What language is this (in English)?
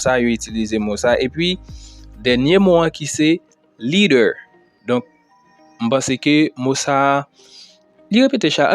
Haitian Creole